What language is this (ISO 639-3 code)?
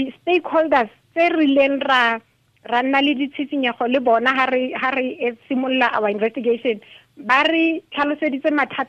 tsn